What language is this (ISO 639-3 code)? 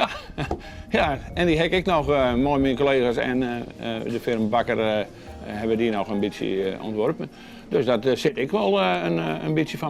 fry